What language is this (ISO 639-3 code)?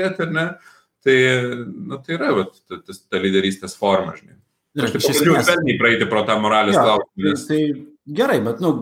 lit